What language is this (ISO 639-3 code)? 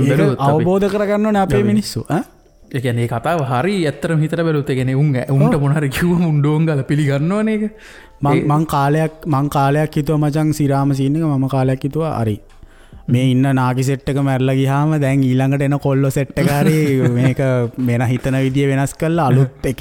sin